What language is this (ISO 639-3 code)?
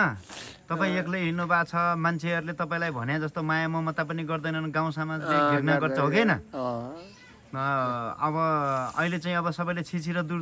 nep